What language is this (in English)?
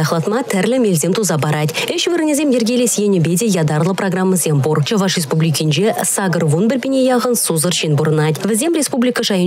Chuvash